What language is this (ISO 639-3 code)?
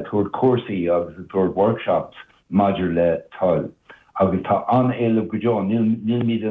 gle